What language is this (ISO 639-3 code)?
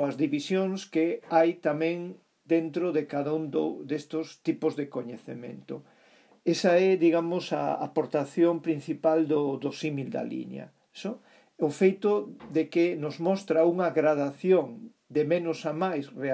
glg